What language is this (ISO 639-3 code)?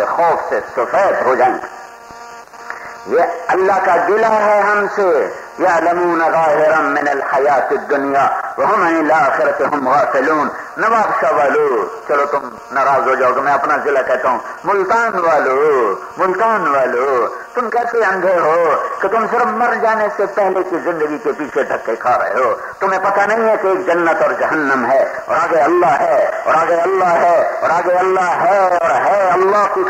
urd